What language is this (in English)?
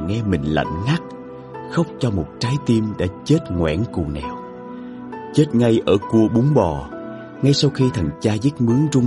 Vietnamese